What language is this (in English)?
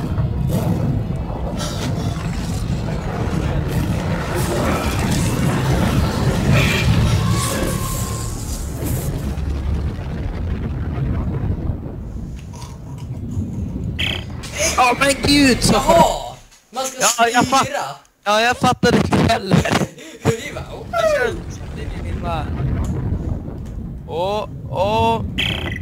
Swedish